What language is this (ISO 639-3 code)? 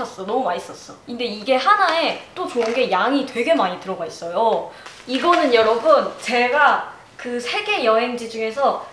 kor